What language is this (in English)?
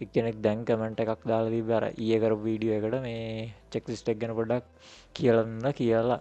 Sinhala